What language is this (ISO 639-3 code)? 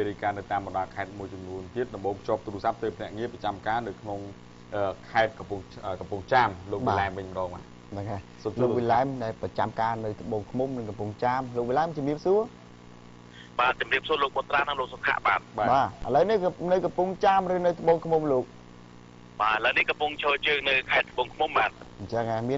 khm